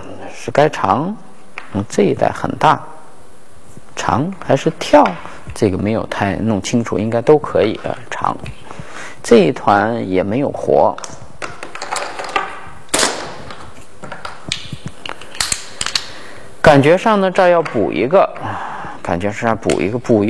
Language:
Chinese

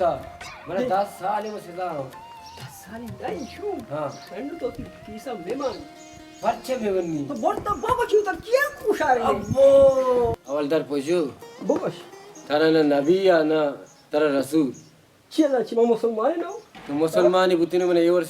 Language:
Baluchi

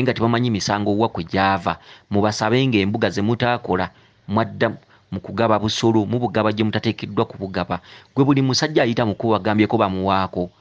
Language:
Ganda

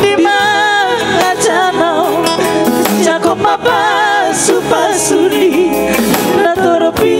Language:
Batak Toba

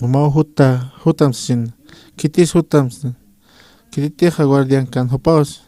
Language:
Aymara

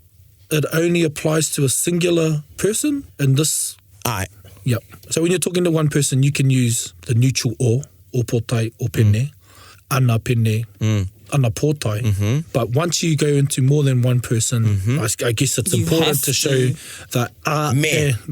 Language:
Māori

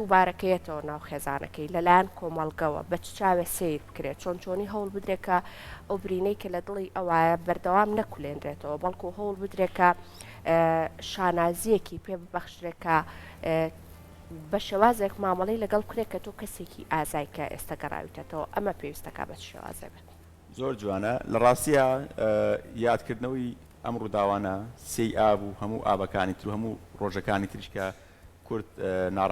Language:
Central Kurdish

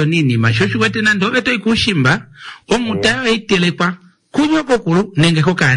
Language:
Kuanyama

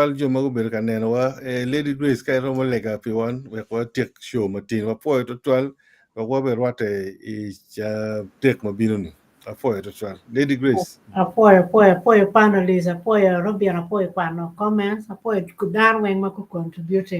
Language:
Acoli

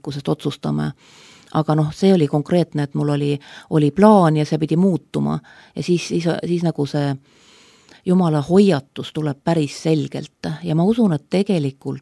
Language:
Estonian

